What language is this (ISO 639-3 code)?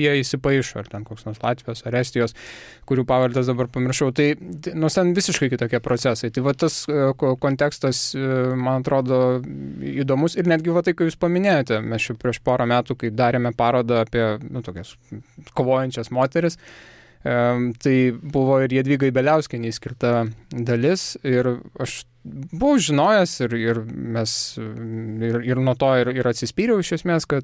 lit